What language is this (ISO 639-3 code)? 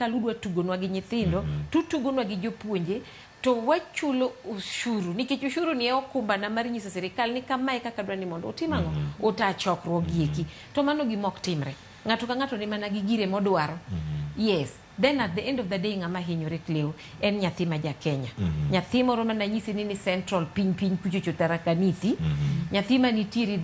luo